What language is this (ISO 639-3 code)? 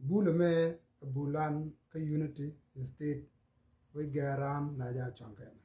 nus